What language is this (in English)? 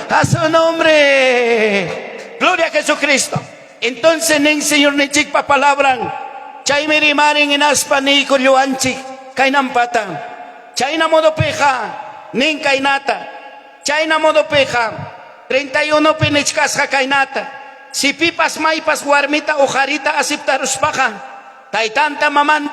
Ayacucho Quechua